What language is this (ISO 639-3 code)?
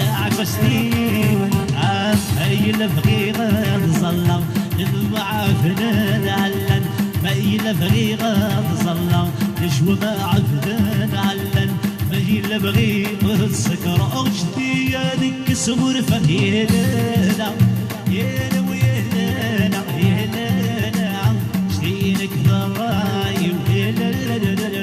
kab